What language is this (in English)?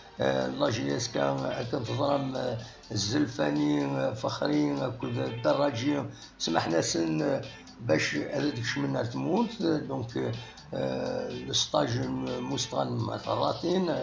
Kabyle